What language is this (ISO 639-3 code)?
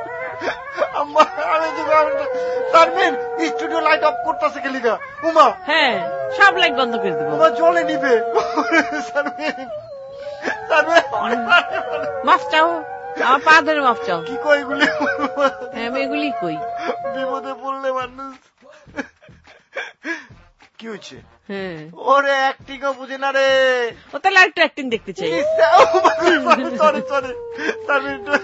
ben